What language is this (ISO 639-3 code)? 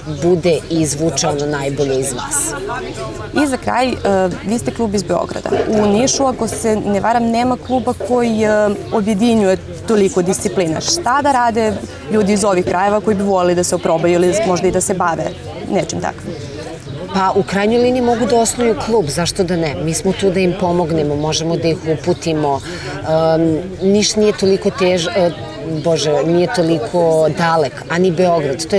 srp